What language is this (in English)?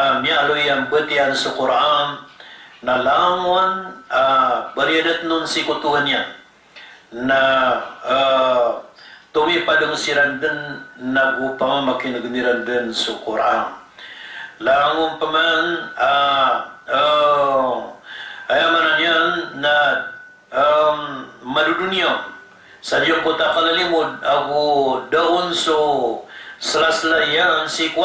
Maranao